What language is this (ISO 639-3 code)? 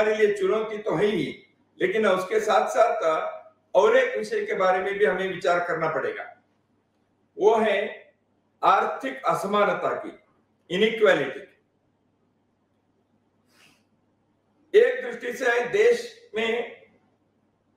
hin